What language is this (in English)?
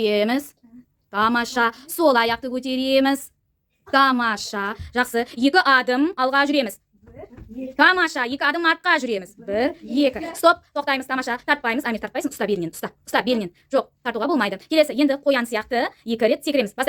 Kazakh